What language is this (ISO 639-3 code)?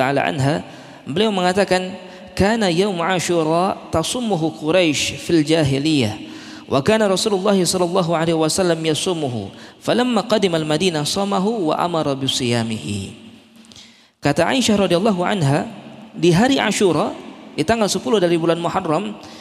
ind